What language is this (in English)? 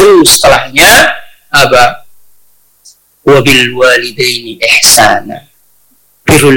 Indonesian